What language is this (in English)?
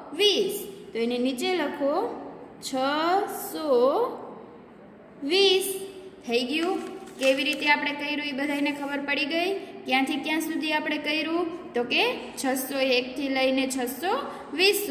Gujarati